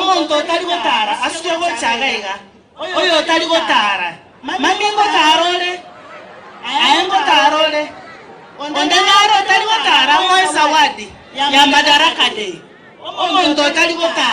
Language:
Gusii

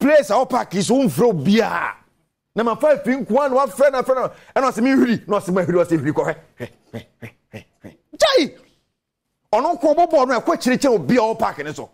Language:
Akan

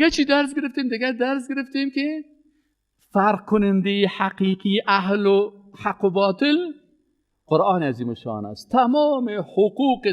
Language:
Persian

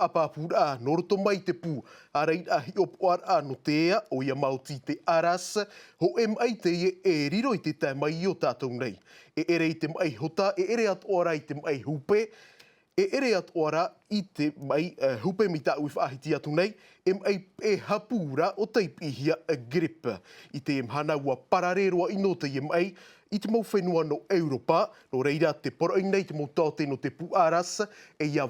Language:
Tahitian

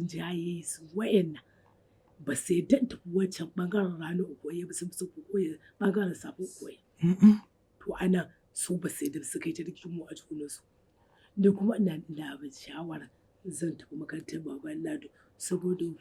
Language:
Hausa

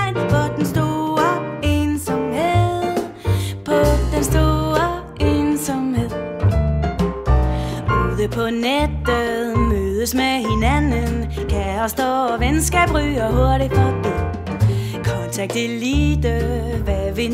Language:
Danish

